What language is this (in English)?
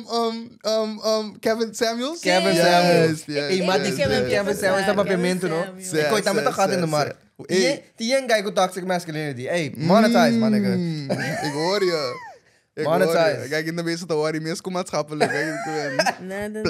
Papiamento